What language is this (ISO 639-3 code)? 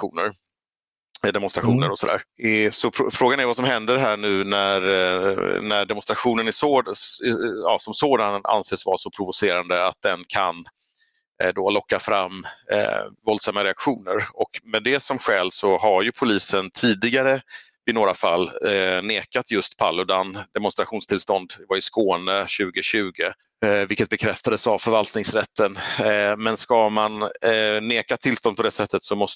swe